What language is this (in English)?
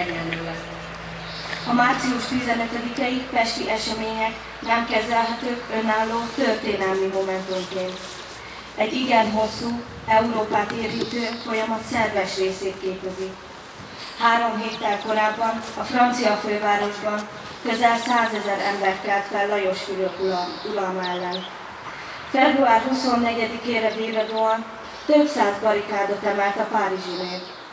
Hungarian